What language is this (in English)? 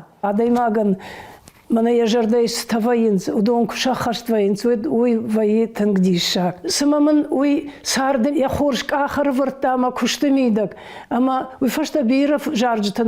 Ossetic